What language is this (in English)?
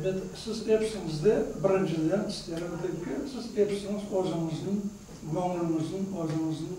Crimean Tatar